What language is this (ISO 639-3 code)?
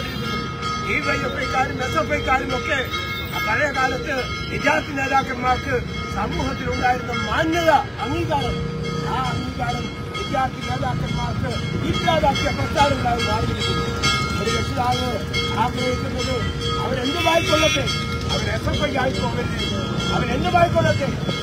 mal